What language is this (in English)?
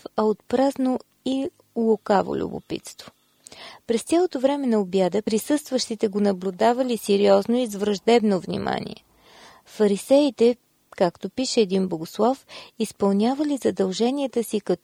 Bulgarian